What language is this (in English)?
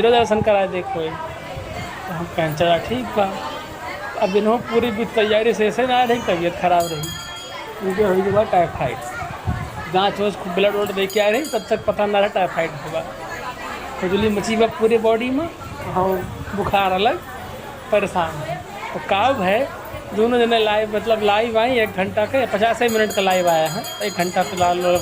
Awadhi